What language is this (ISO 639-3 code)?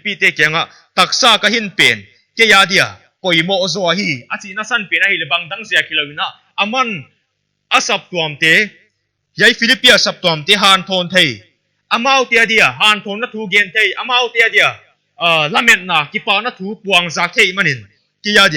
pck